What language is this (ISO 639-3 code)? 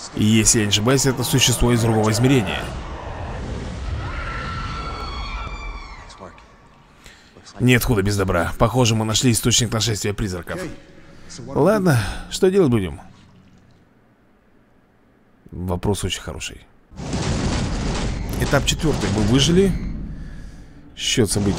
rus